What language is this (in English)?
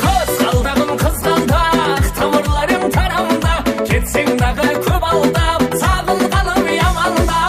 Kara-Kalpak